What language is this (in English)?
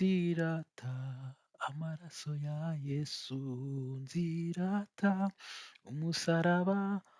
Kinyarwanda